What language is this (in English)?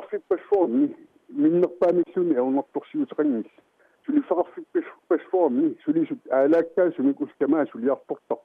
Kalaallisut